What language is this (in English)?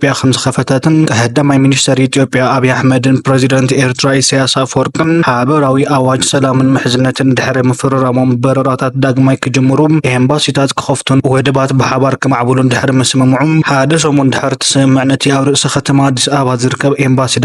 Tigrinya